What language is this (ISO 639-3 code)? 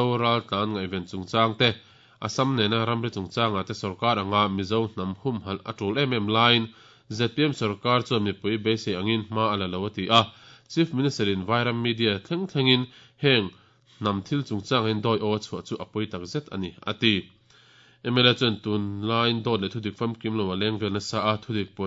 lus